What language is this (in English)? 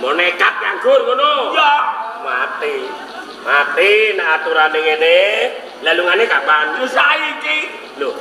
Javanese